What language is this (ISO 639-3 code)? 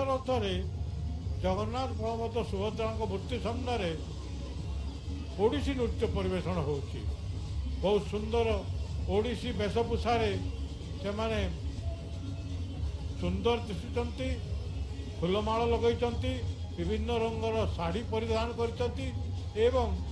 ori